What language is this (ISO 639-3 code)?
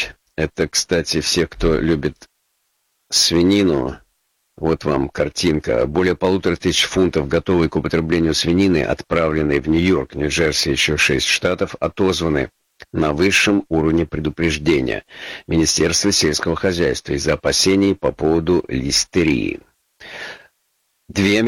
rus